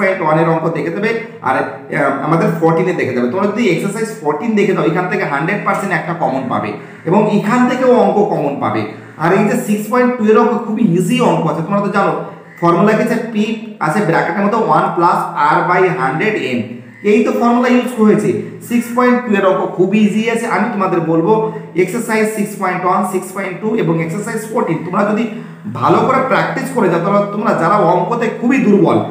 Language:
Bangla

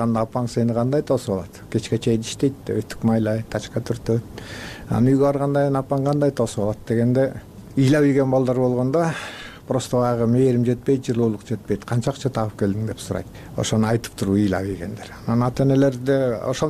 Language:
Kyrgyz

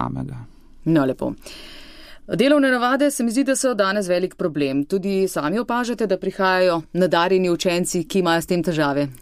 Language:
Slovenian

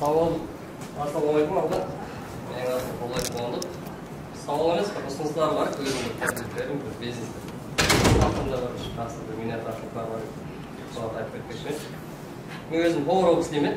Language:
Kara-Kalpak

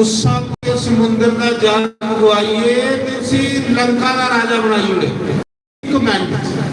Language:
Dogri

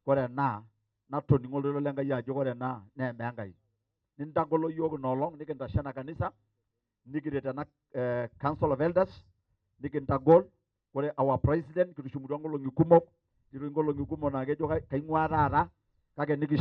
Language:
Masai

